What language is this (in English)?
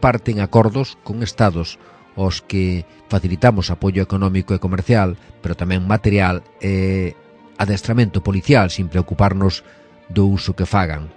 Galician